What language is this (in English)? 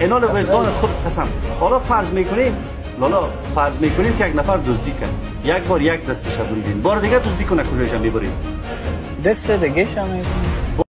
Persian